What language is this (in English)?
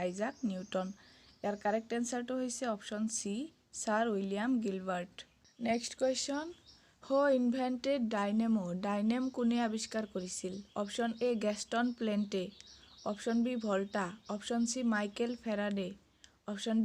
Assamese